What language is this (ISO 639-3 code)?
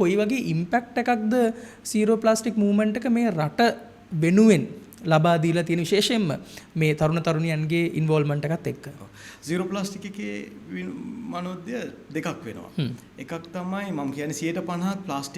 sin